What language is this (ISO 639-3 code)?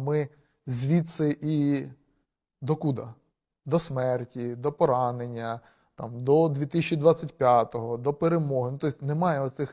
ukr